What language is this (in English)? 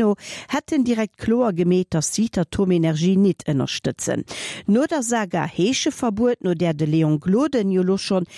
Luxembourgish